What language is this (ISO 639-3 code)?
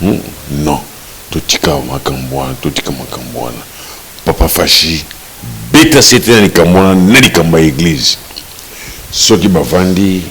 lin